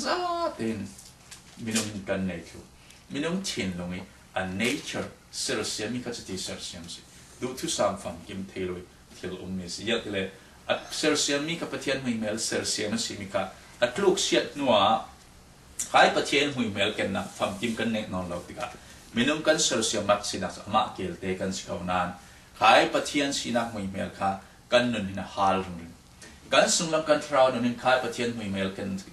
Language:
Falam Chin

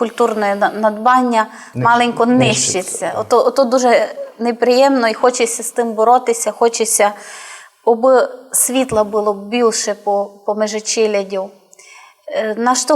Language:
Rusyn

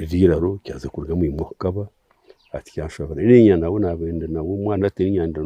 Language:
Nyankole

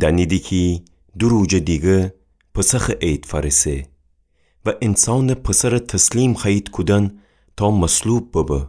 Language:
Gilaki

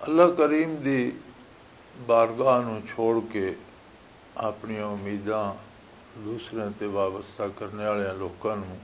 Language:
Western Panjabi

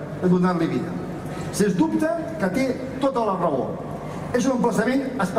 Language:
Catalan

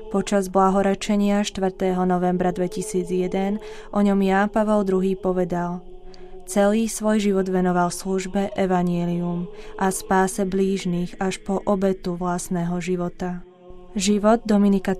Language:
Slovak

